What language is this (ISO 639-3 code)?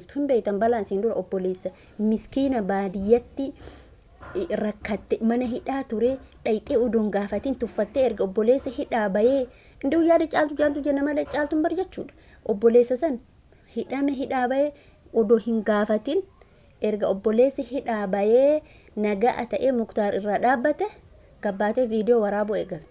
orm